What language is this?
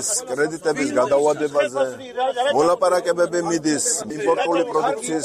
Georgian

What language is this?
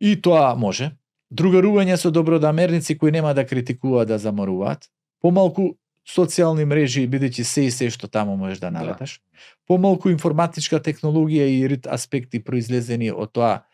Macedonian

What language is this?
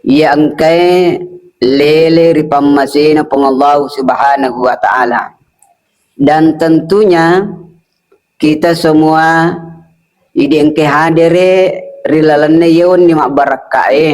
Buginese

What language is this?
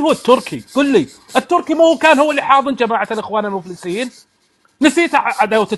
North Levantine Arabic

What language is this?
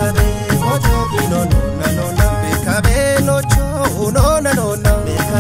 Kafa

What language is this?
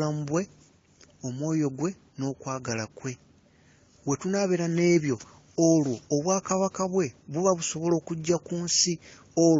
Ganda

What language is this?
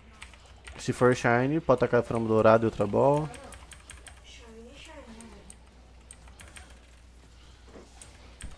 Portuguese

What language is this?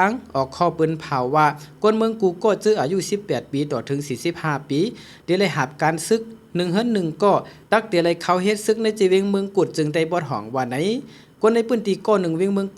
Shan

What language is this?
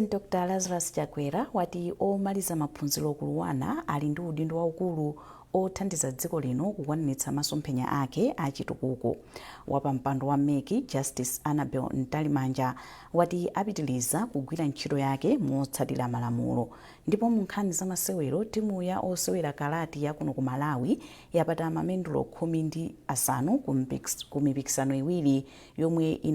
Nyanja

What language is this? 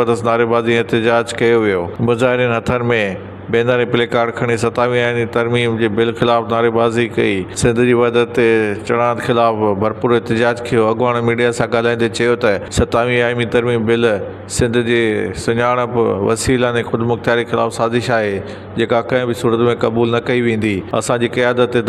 Sindhi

